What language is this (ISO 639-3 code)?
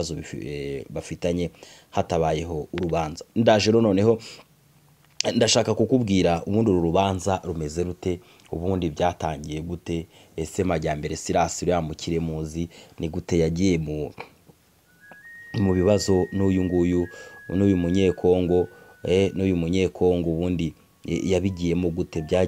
kin